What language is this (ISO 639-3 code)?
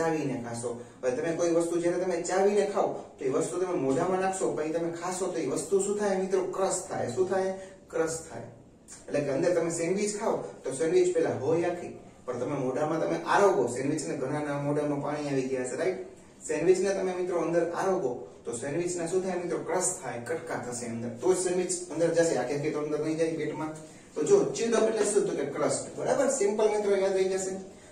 guj